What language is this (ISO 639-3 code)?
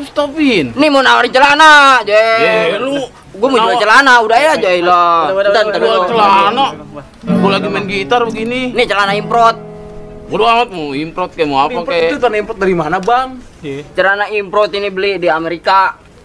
bew